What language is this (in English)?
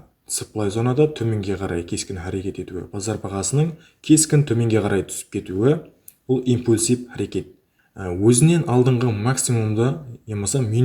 Kara-Kalpak